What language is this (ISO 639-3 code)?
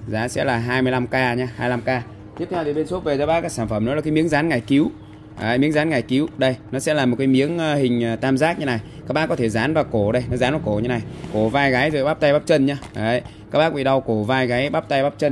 vie